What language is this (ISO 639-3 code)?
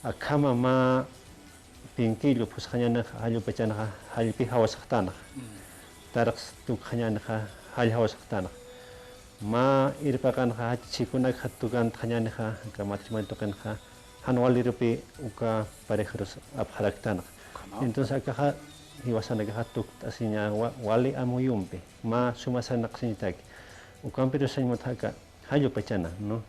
aym